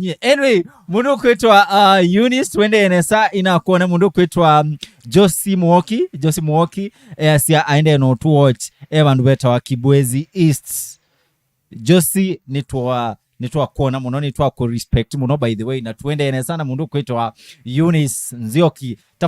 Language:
Kamba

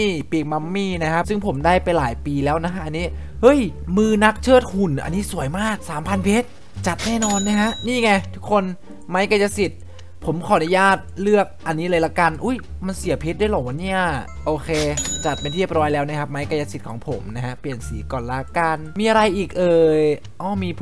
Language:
Thai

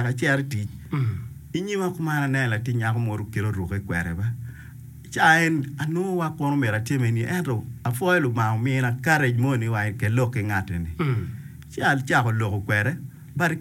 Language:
Acoli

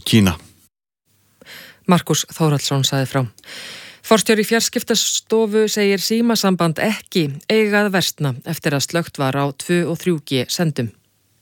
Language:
Icelandic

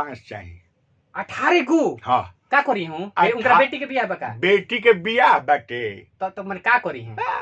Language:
Bhojpuri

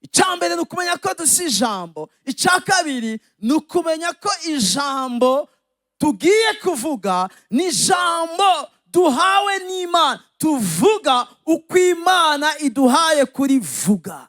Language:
Rundi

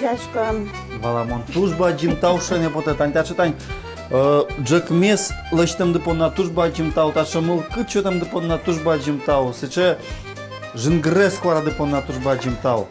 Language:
Udmurt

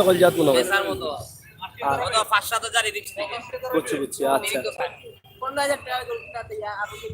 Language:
Sylheti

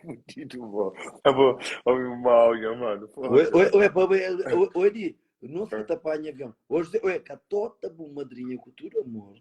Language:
Kabuverdianu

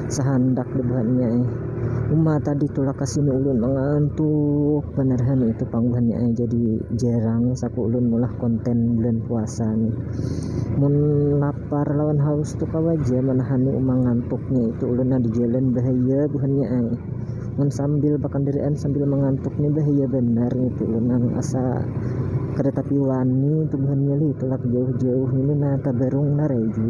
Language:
Banjar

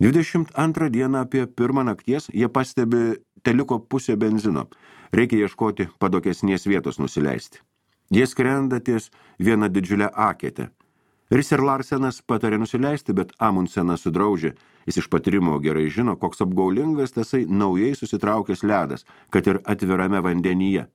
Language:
Lithuanian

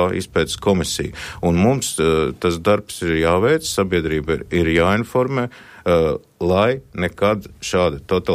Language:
Latvian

